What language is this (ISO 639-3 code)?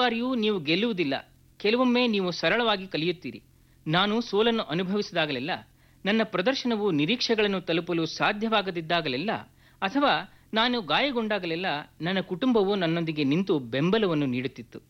kan